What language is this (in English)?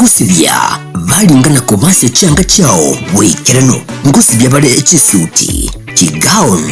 Gusii